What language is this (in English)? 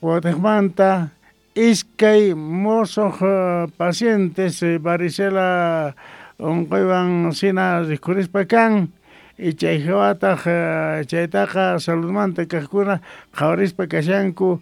Quechua